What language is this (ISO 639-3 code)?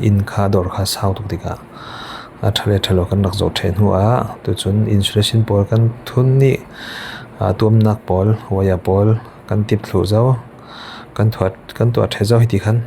cfm